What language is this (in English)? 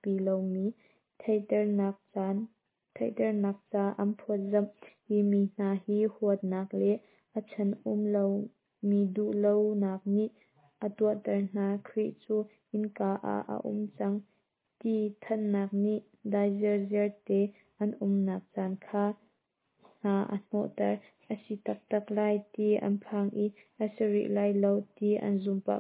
Hakha Chin